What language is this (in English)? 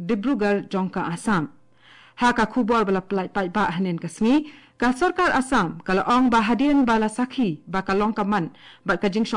Khasi